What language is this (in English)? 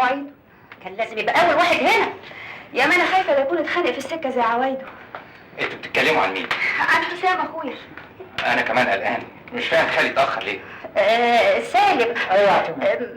Egyptian Arabic